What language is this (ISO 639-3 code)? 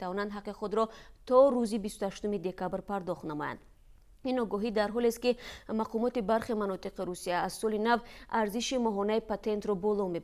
tgk